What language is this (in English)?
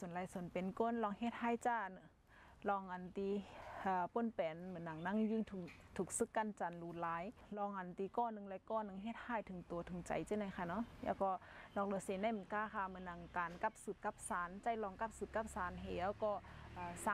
Shan